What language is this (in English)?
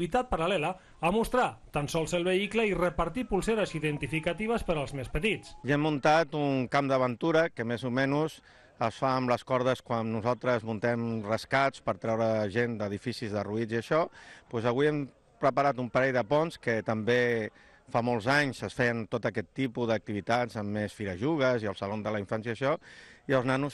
Catalan